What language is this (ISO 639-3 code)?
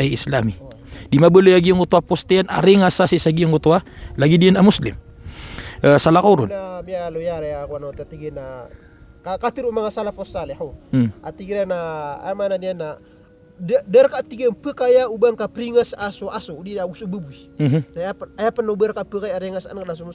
mrw